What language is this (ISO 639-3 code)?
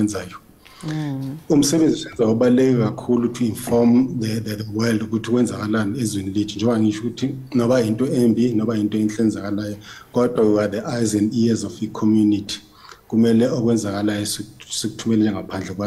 zul